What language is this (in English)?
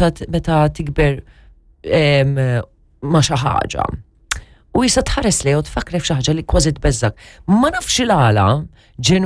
Maltese